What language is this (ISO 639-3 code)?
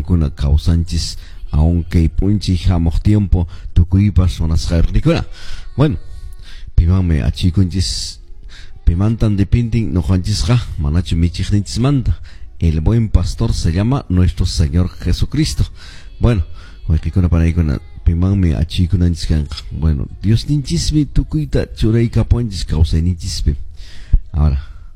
que